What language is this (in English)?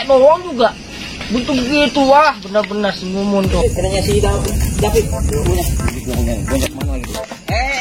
Betawi